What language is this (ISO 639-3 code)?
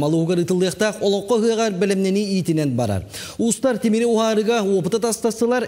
sah